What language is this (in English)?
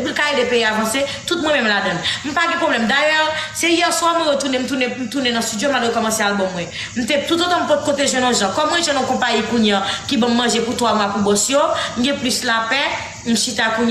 Haitian Creole